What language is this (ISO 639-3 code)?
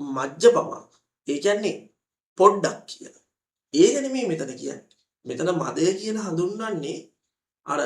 sin